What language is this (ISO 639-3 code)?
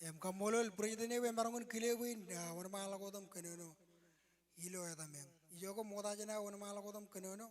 mah